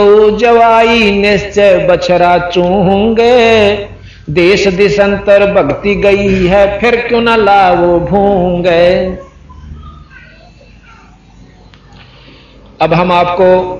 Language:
Hindi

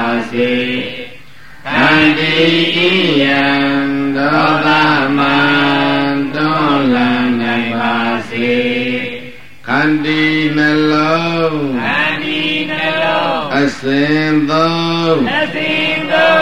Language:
Burmese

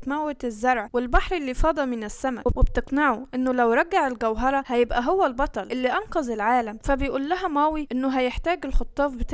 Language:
Egyptian Arabic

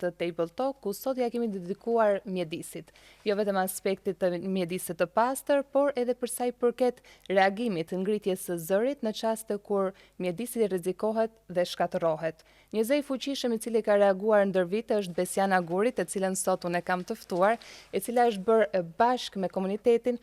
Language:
Albanian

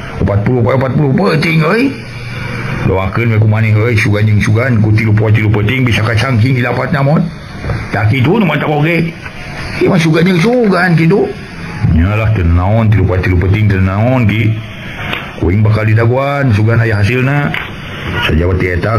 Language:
Sundanese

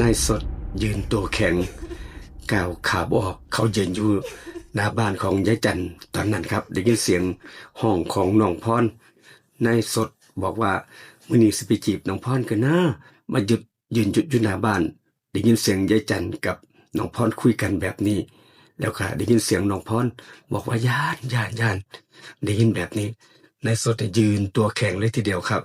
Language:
Northeastern Thai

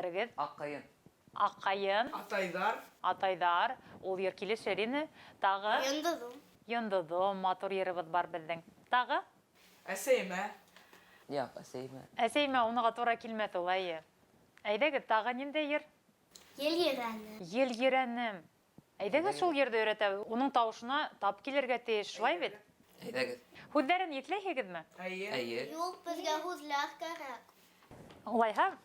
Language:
Bashkir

